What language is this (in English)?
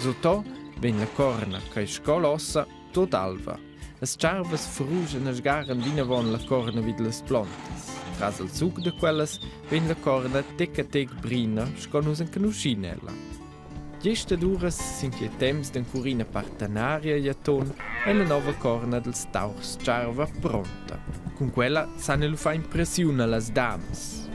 Romansh